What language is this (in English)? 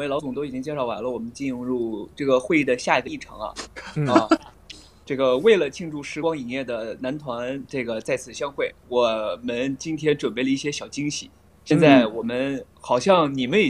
Chinese